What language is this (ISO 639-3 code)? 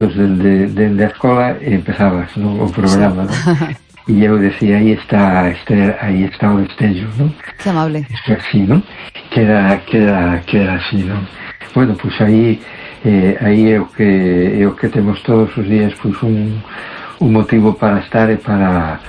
glg